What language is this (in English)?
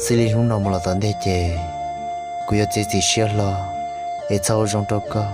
Hmong